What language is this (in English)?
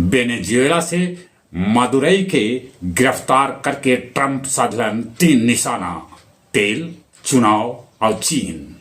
Magahi